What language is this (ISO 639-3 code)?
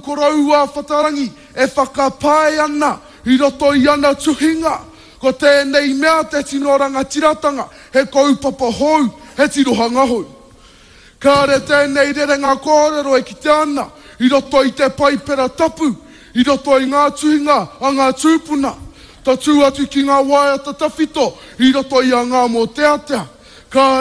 mri